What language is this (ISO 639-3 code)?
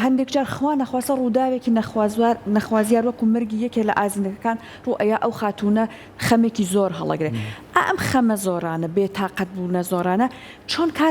ckb